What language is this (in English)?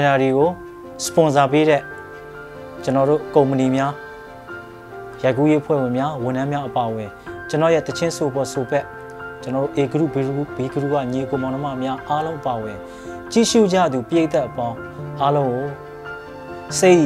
Burmese